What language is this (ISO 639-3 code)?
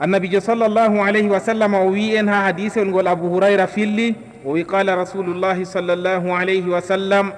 ful